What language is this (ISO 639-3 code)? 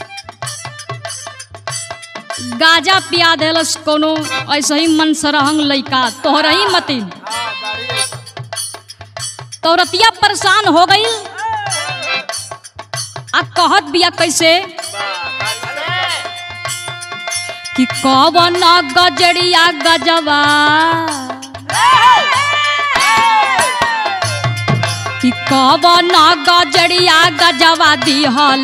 bho